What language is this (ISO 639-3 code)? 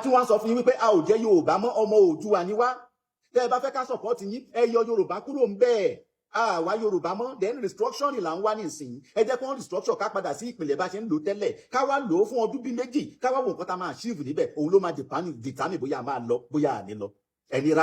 yor